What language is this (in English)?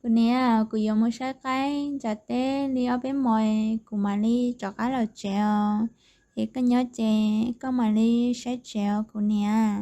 Hmong